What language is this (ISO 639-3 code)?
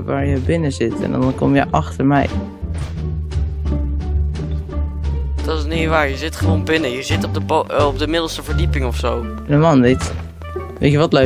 nld